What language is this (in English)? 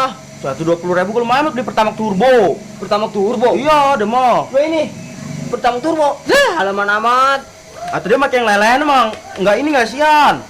Betawi